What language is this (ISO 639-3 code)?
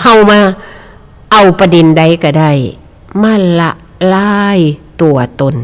tts